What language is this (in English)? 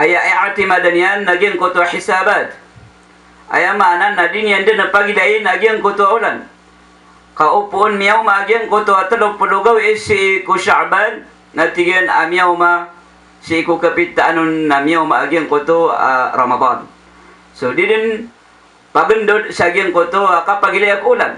Maranao